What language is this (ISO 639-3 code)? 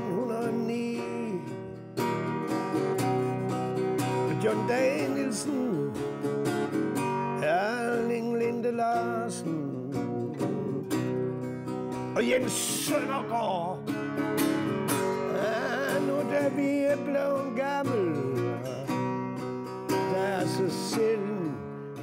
dan